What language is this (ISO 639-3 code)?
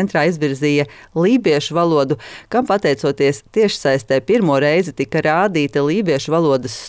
lav